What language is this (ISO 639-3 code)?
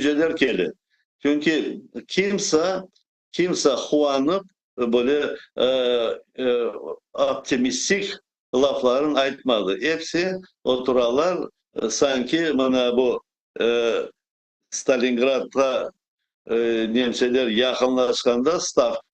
crh